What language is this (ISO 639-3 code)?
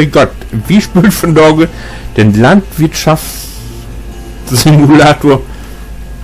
nds